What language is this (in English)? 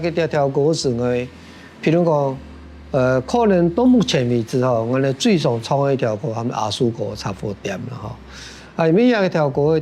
Hakka Chinese